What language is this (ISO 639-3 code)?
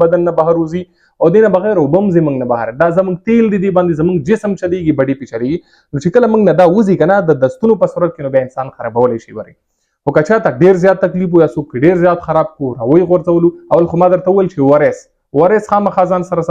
pus